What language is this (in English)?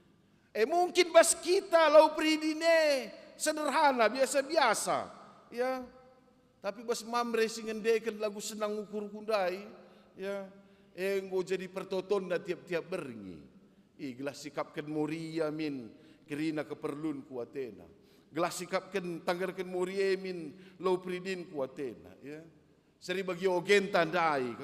Batak Karo